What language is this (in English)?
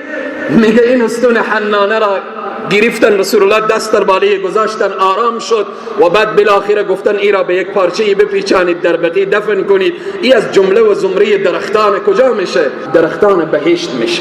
Persian